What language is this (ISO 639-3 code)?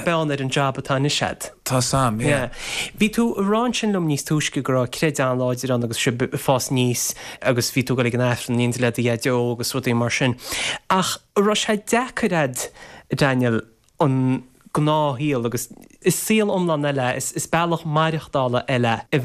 gle